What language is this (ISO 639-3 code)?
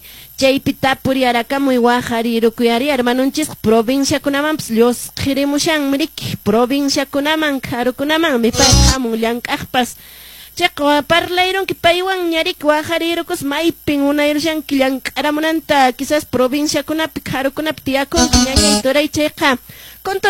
que